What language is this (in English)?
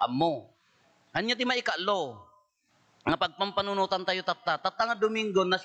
Iloko